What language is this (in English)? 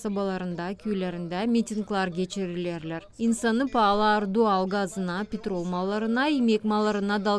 Gagauz